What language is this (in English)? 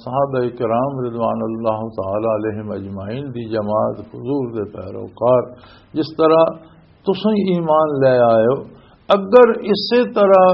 Western Panjabi